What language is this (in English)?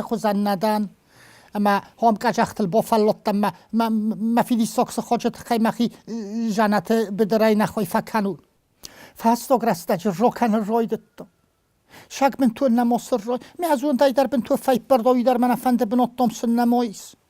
Ossetic